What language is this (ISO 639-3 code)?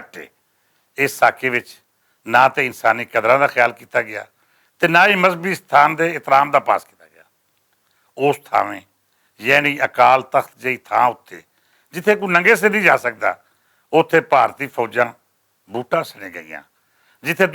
lah